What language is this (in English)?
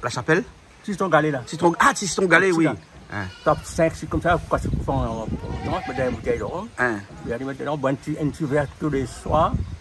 Réunion Creole French